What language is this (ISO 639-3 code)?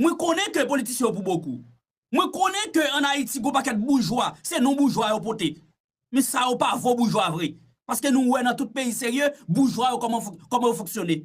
hat